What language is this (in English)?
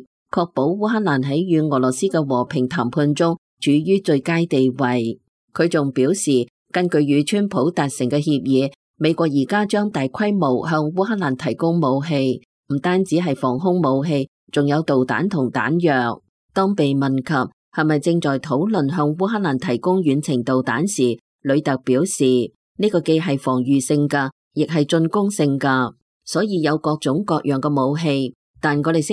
Cantonese